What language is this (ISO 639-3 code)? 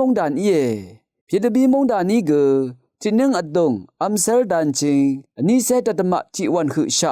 raw